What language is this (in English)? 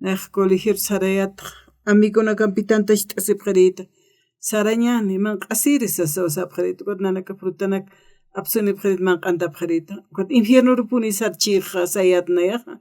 Aymara